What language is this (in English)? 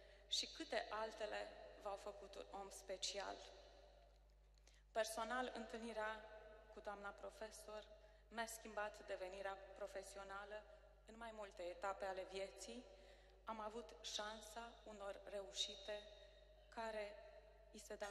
Romanian